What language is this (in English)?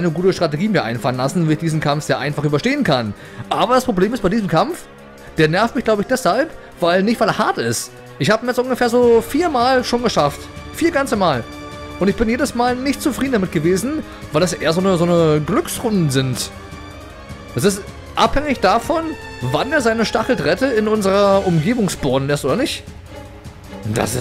German